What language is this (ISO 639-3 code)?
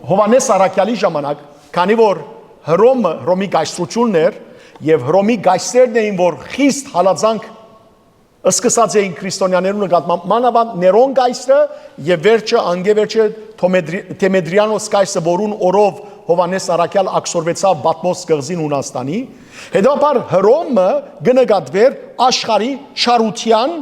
hyw